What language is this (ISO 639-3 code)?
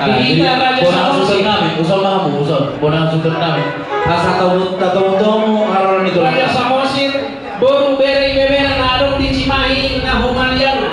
bbc